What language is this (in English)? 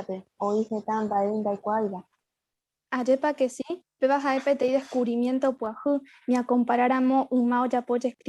Guarani